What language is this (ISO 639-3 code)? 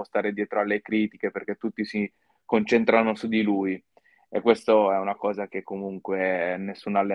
ita